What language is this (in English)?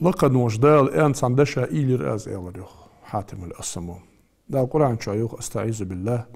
Ingush